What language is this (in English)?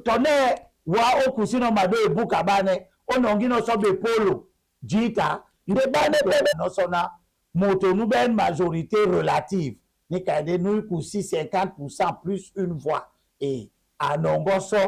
Duala